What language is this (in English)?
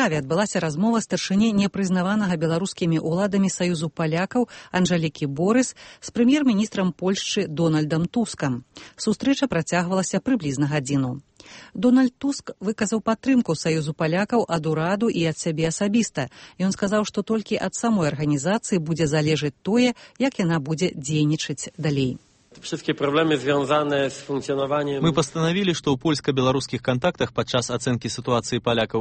Belarusian